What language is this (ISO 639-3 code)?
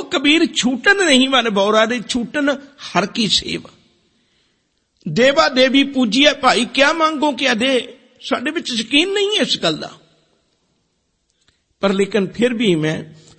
pan